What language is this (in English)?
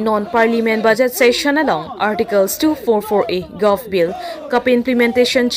Karbi